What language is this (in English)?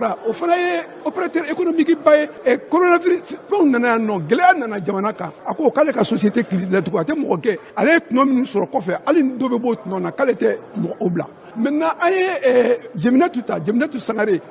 Bambara